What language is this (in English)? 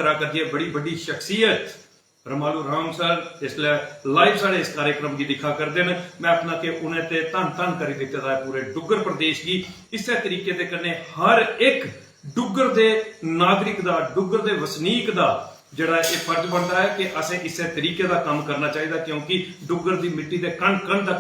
Dogri